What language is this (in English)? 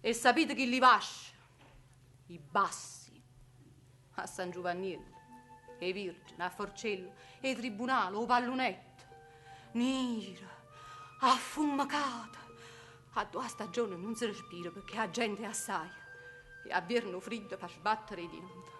Neapolitan